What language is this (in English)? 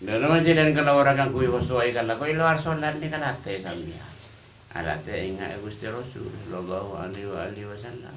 Madurese